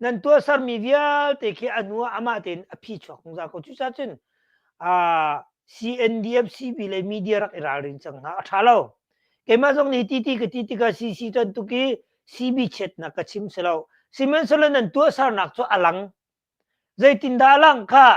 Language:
Hakha Chin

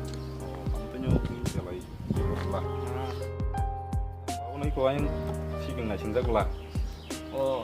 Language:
Kok Borok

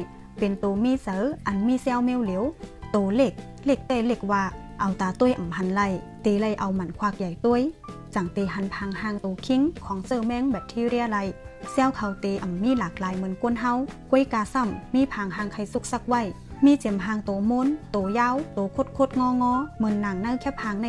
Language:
Shan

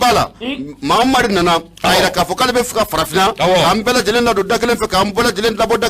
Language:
Bambara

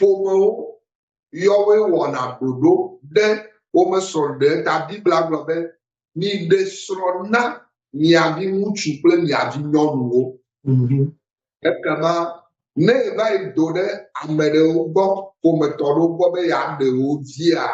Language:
Ewe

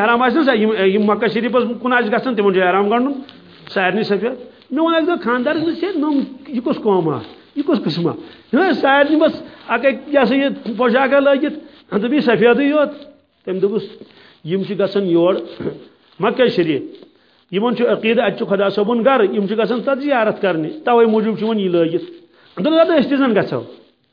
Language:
Kashmiri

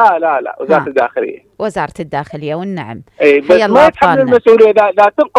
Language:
Mesopotamian Arabic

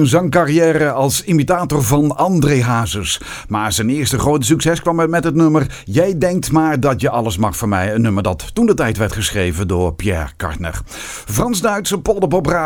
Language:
Dutch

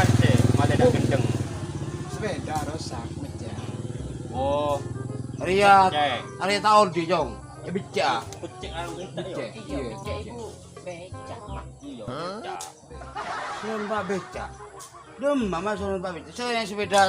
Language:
Madurese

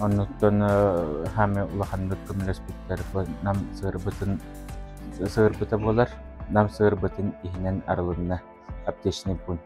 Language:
Yakut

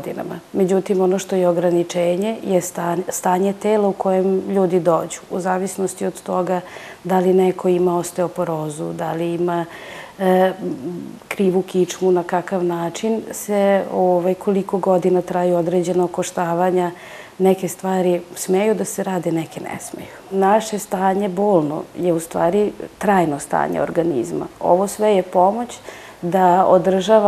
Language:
Serbian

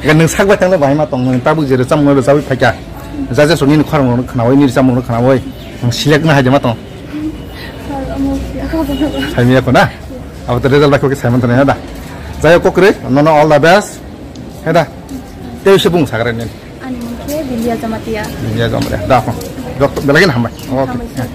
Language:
Kok Borok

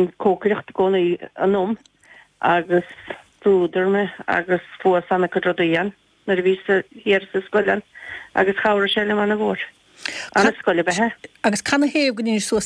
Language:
Irish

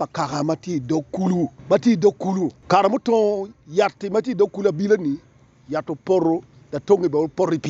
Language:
Acoli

